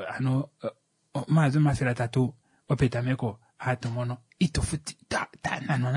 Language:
Kuanyama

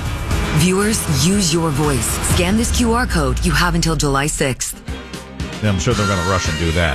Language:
English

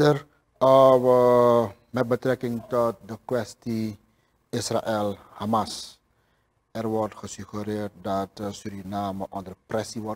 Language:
Dutch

